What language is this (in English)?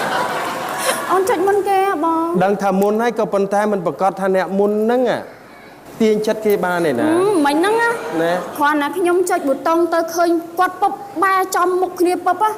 Khmer